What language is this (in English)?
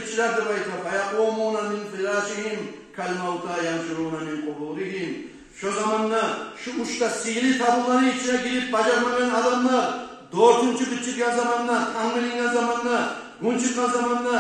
Kumyk